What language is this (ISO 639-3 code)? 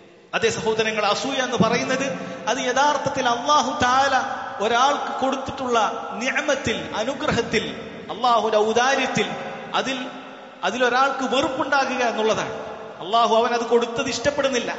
mal